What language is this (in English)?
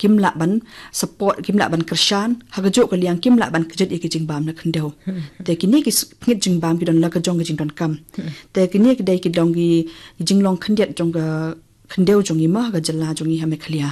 Khasi